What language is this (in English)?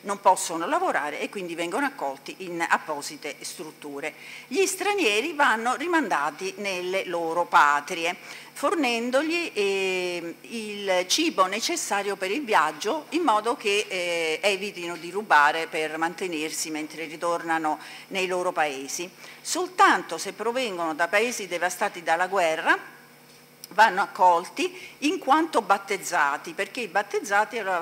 Italian